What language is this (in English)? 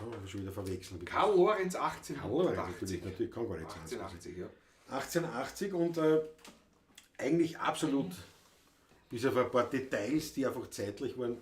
Bavarian